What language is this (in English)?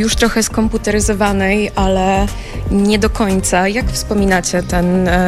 Polish